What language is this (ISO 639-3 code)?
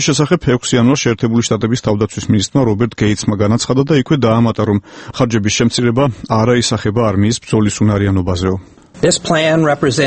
kat